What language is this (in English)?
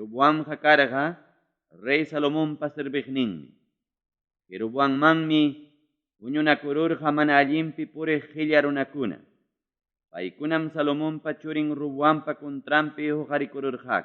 Ayacucho Quechua